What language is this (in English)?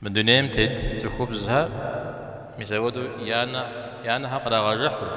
Kabardian